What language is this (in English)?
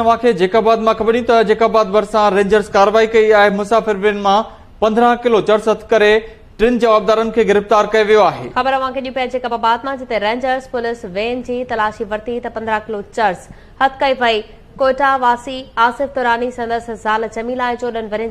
Sindhi